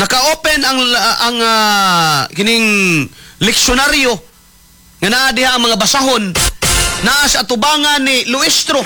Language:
Cebuano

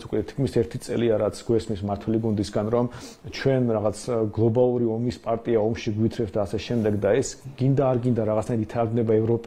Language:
Georgian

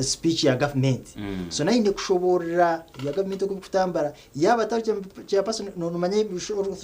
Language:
Nyankole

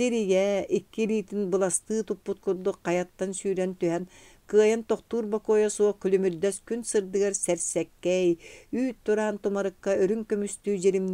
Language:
Yakut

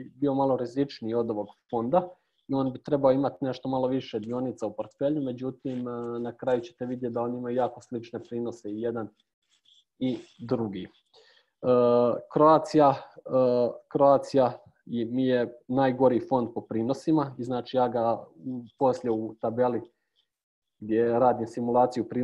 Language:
Croatian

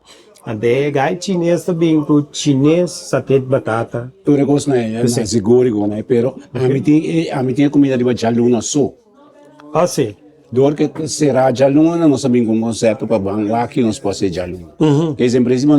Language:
Papiamento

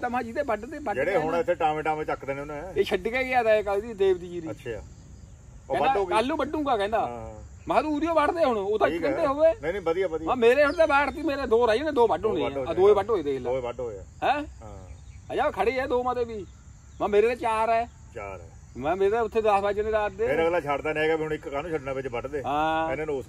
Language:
Punjabi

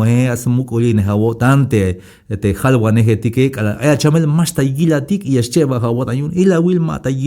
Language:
Tzeltal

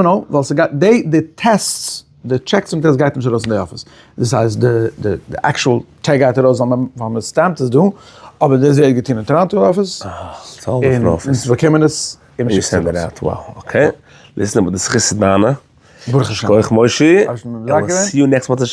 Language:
Yiddish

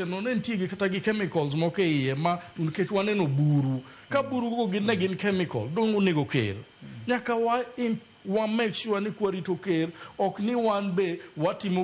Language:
Luo (Kenya and Tanzania)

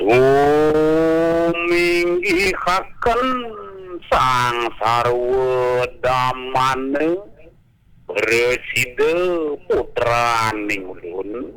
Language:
Balinese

